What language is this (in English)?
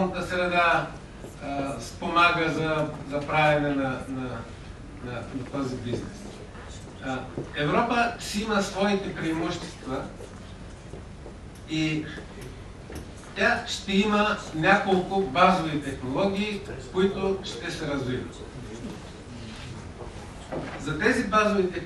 Bulgarian